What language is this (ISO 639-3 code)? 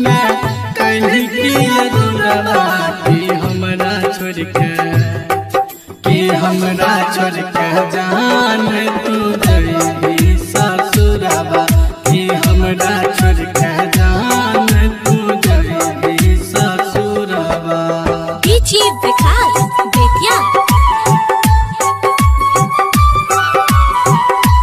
bho